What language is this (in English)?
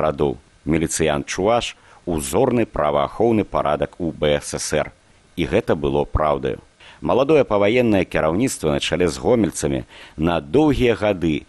Belarusian